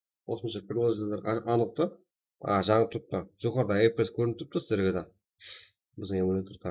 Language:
Kara-Kalpak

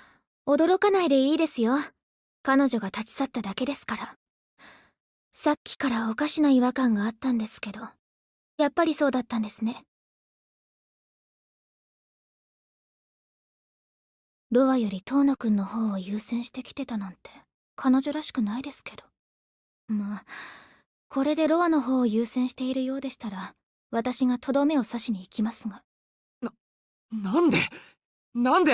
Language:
Japanese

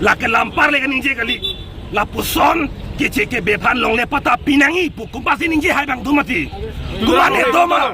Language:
Karbi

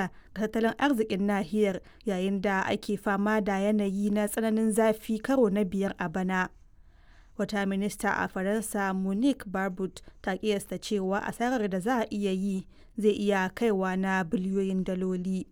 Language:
Hausa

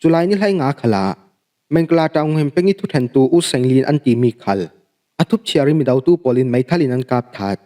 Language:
Falam Chin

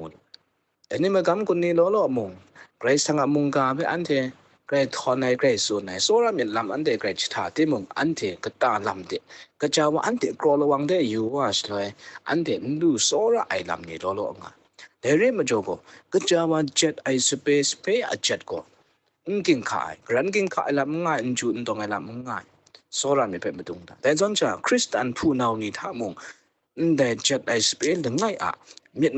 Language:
Kachin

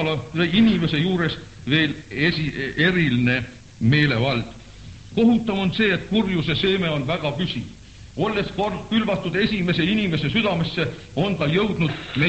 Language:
Estonian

